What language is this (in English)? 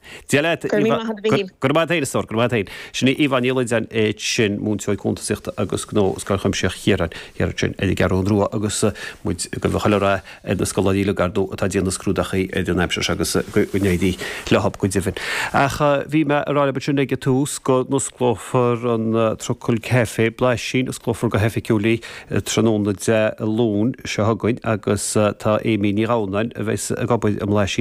Irish